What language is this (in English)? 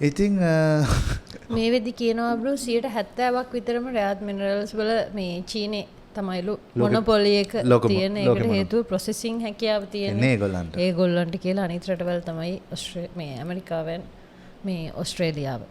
Sinhala